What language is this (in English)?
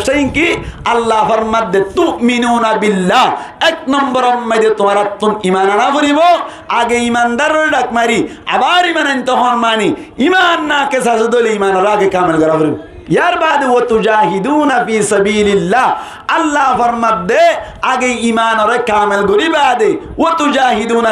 Rohingya